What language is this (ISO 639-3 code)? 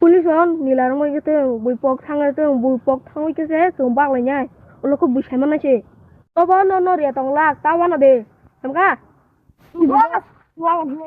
trp